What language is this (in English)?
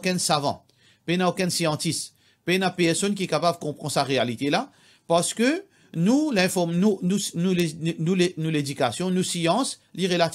Morisyen